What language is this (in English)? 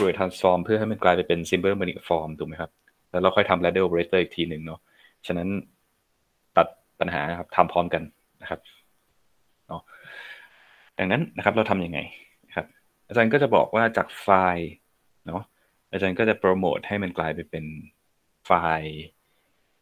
Thai